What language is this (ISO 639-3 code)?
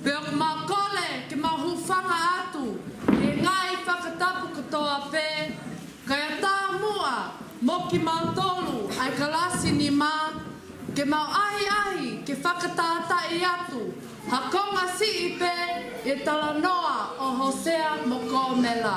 ton